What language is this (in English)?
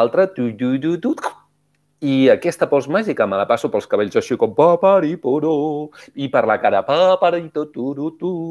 Catalan